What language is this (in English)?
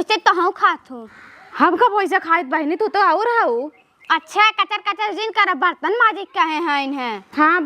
Awadhi